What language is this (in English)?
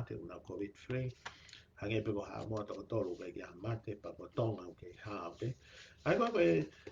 Tongan